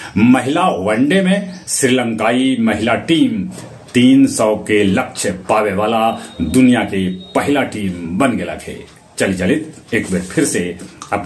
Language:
Magahi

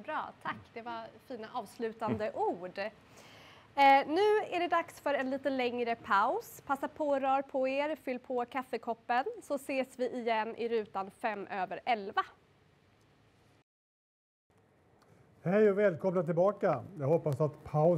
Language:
Swedish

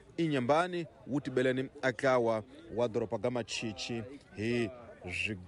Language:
Tsonga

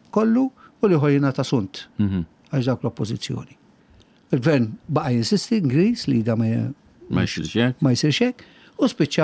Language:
Maltese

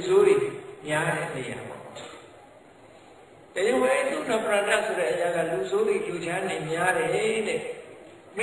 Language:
Burmese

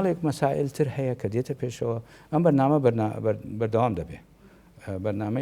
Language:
Central Kurdish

